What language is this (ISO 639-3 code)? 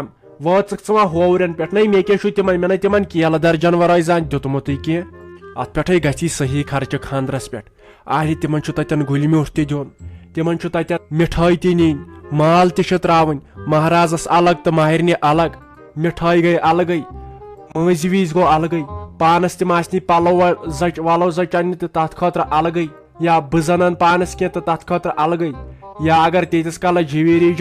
kas